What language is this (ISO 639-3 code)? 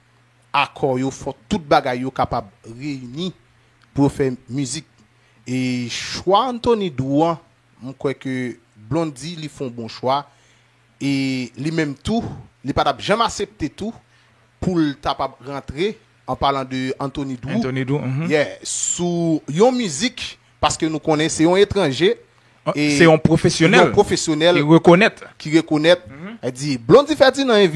hat